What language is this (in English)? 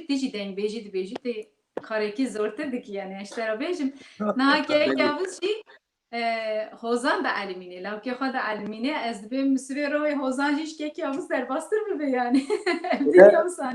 Kurdish